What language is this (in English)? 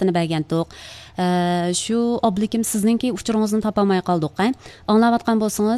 Uyghur